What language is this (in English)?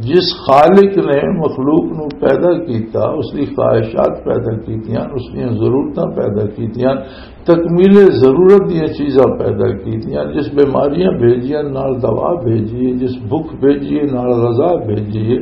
Western Panjabi